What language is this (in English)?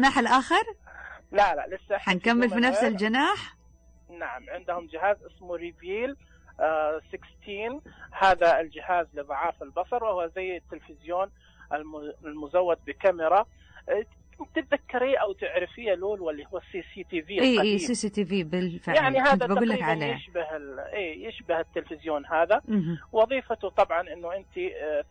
Najdi Arabic